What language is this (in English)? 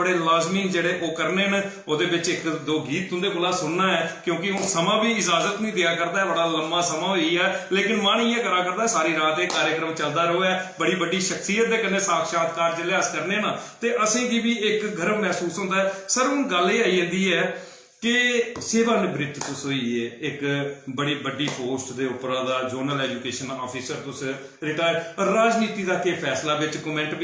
Dogri